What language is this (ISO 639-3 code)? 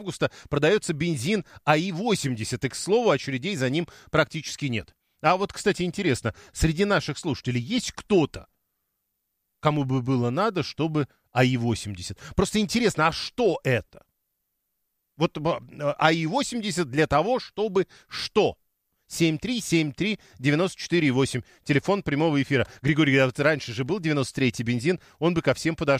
rus